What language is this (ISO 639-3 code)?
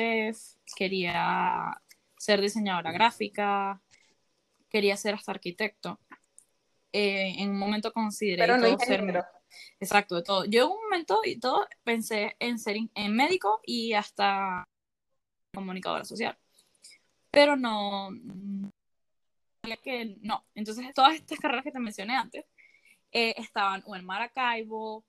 spa